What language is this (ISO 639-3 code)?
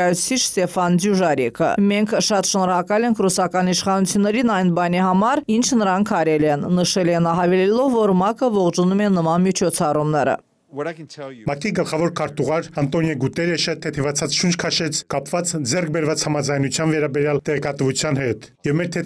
hye